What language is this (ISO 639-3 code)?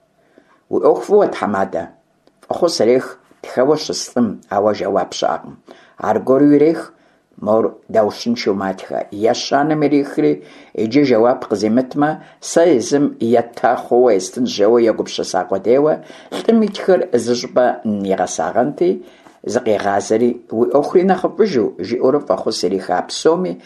kbd